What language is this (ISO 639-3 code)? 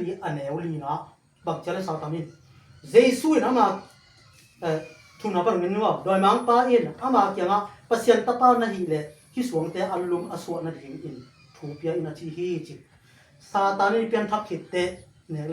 ctd